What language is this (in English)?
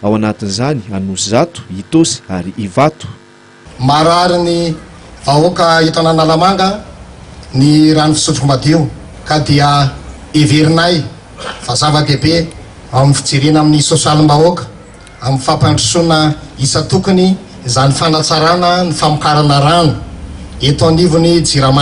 Malagasy